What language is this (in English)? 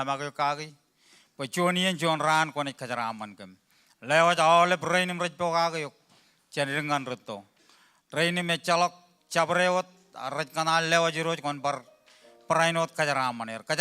Marshallese